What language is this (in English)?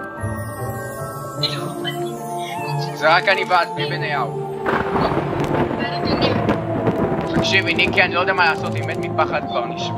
Hebrew